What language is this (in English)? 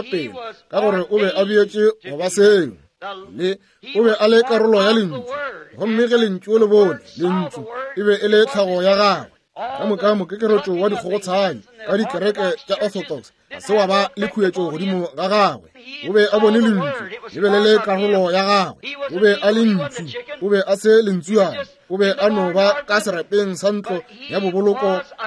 Northern Sotho